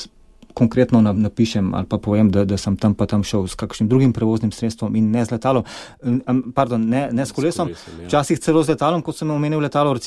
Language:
Slovenian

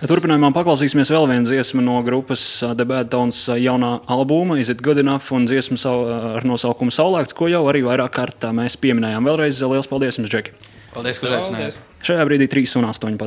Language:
Latvian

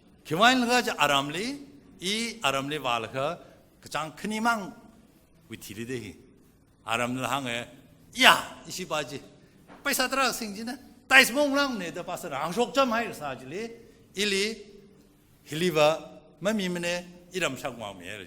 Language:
Tangkhul Naga (India)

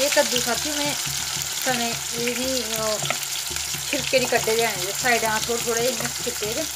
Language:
Dogri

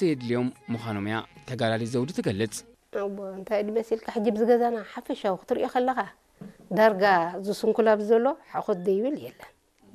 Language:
Tigrinya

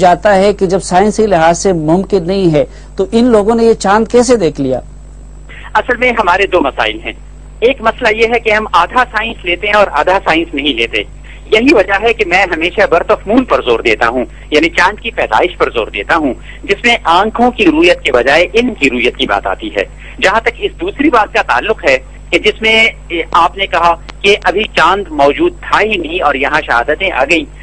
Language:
Urdu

